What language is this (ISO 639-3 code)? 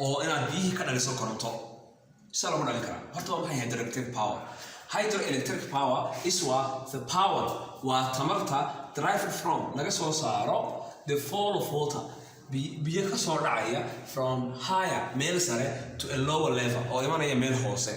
som